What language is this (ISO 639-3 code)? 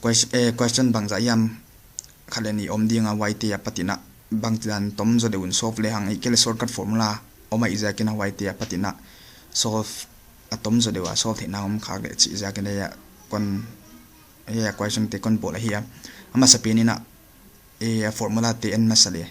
pck